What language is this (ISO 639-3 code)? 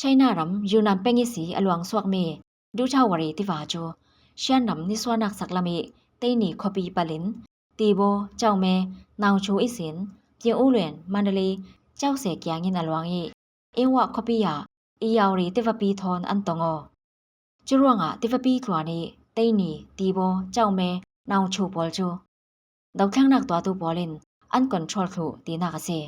cfm